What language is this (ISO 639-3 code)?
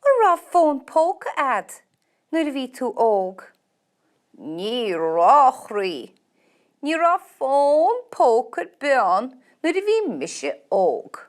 gle